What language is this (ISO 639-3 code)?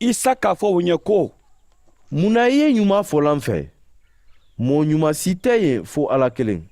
man